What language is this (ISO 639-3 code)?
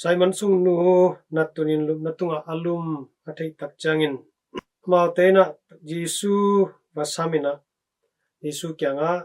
ctd